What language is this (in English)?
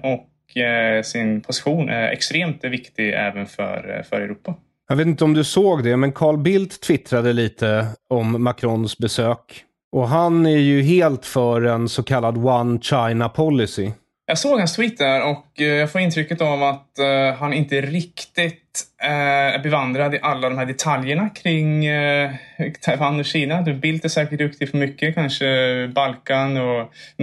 Swedish